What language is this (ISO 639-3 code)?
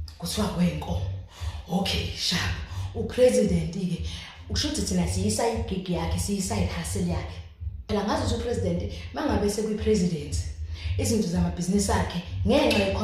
zul